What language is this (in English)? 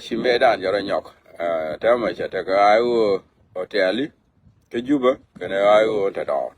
Nuer